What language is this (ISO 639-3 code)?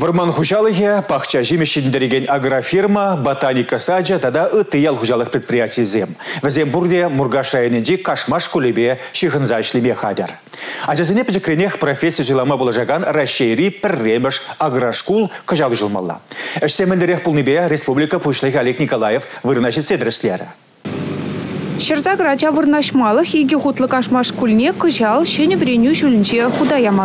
chv